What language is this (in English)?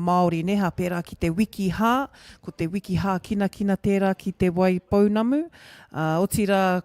Māori